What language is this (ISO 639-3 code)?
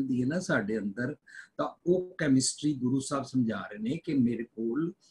pan